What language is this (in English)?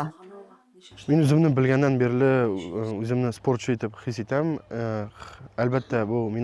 Tatar